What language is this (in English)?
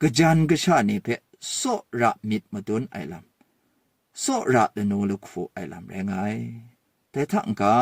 Kachin